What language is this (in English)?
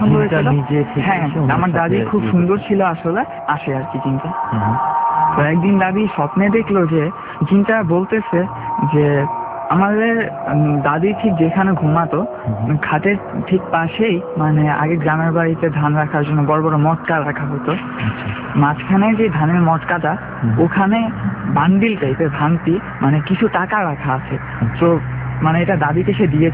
Bangla